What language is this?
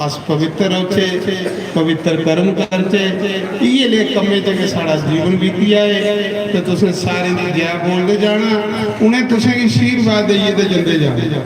Dogri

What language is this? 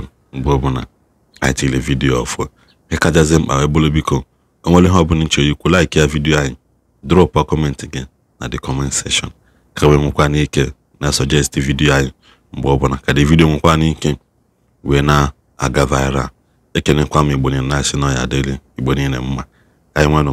Igbo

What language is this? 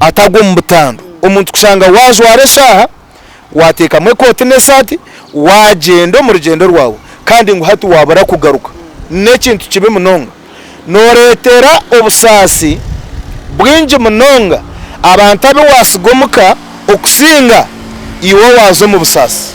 Nyankole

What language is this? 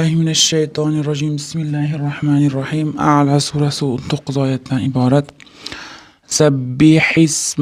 Uzbek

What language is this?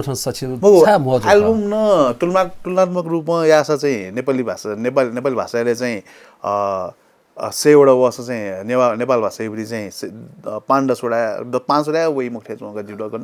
Newari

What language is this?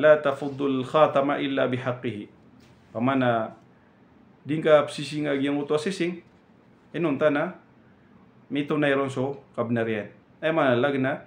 Maranao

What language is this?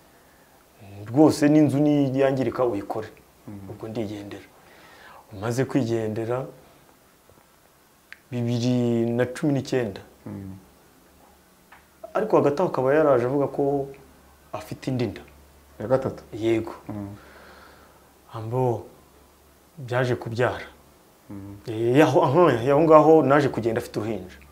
Kinyarwanda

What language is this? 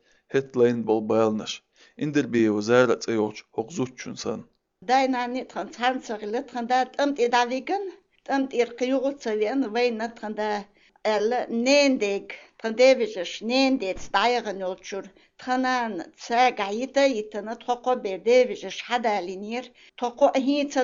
Chechen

